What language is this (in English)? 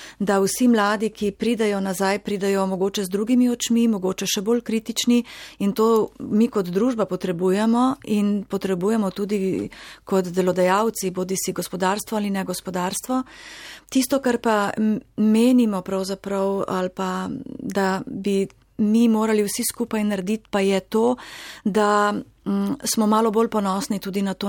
Slovenian